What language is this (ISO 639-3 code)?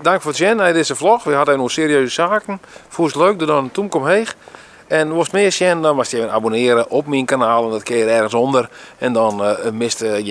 fry